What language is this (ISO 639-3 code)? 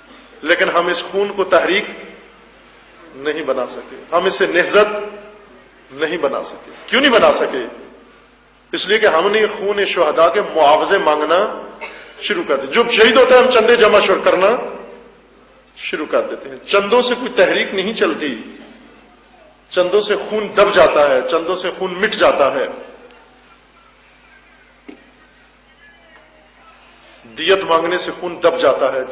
urd